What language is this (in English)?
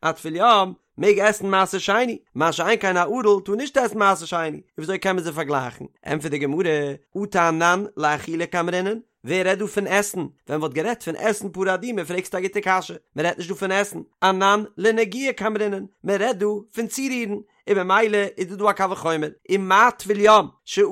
Yiddish